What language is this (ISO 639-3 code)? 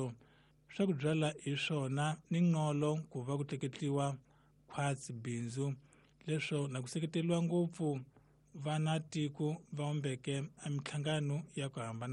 tso